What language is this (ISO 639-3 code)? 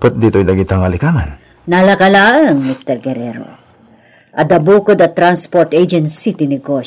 ilo